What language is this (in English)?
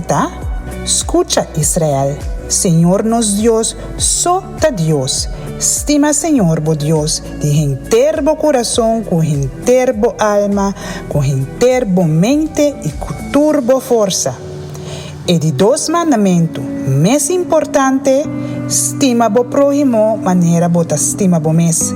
Papiamento